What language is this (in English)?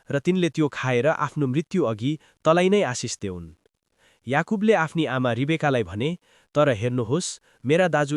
Nepali